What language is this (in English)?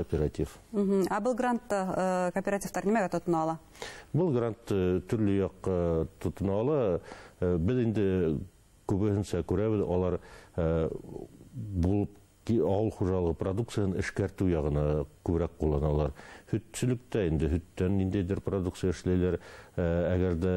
Bashkir